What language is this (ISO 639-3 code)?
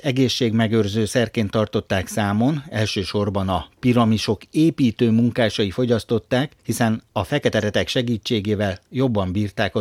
hun